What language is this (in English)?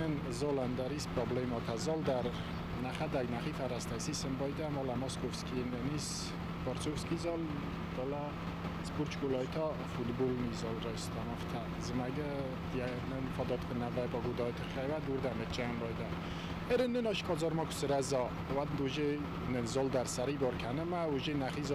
Ossetic